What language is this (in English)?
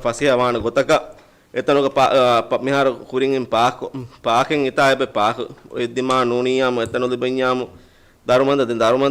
Divehi